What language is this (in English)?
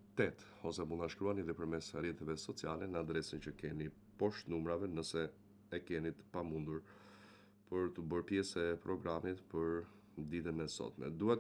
Albanian